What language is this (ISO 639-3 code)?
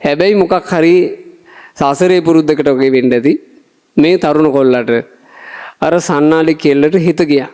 sin